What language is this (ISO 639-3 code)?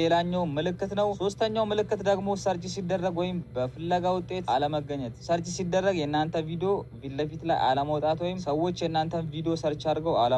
amh